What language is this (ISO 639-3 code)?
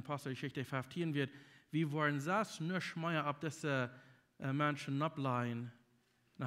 pdt